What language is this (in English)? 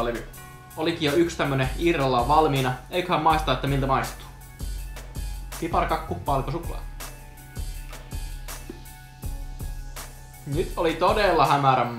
Finnish